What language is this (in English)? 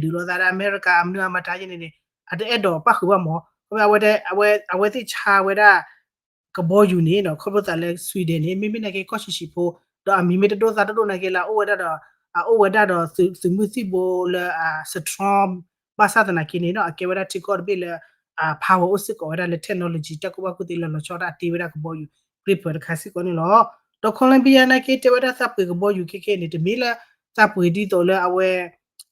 S'gaw Karen